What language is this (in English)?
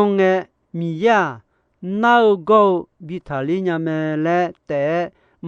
Akha